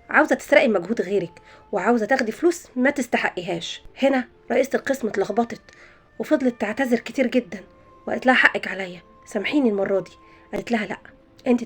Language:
Egyptian Arabic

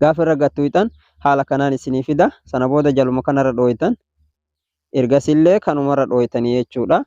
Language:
Oromo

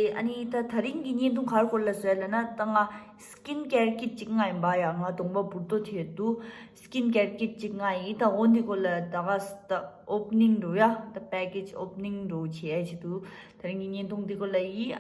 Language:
Tibetan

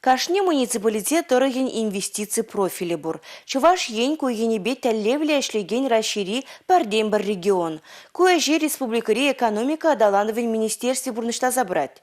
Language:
Chuvash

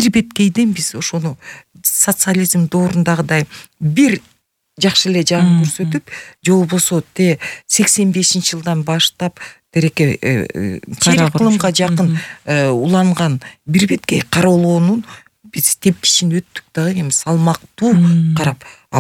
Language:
Kyrgyz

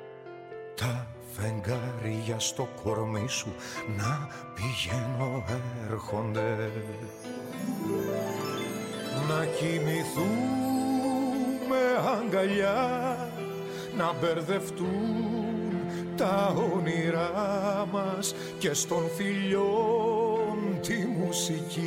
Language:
Greek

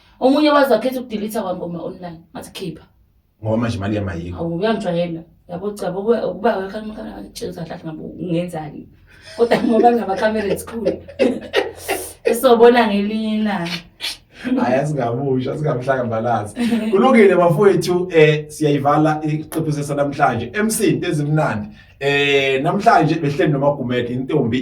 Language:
Zulu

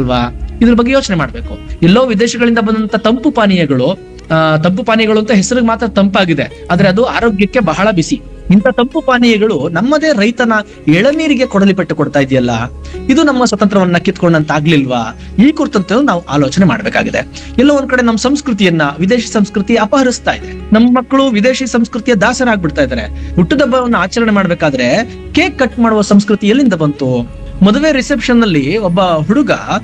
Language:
Kannada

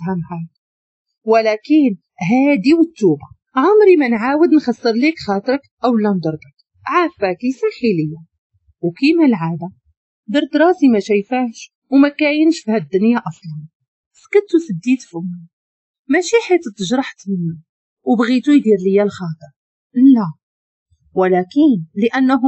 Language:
Moroccan Arabic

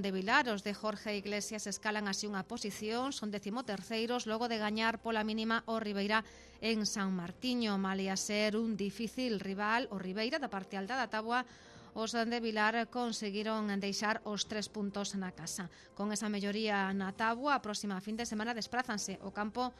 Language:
Galician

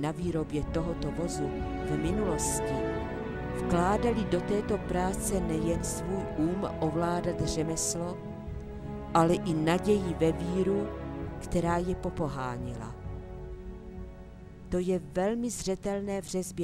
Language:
Czech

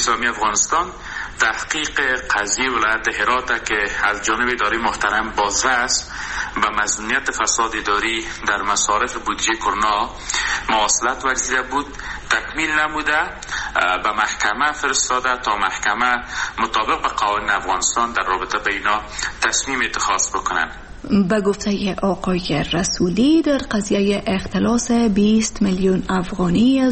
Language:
Persian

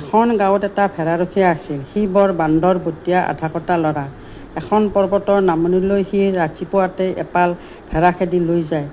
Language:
Assamese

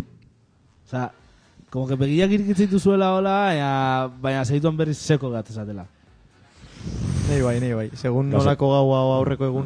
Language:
Basque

